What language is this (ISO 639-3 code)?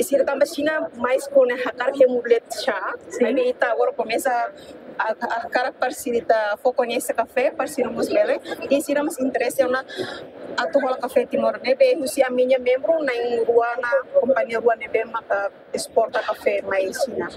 tet